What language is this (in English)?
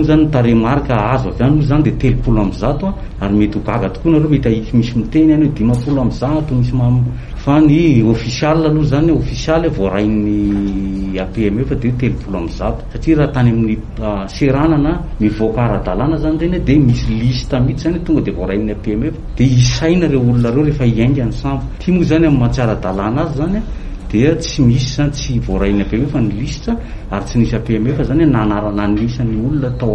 Malagasy